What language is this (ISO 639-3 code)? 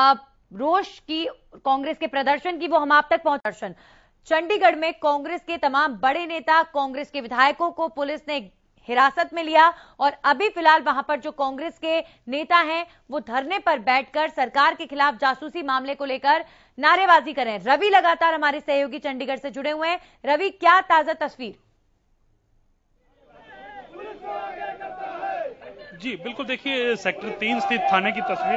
hin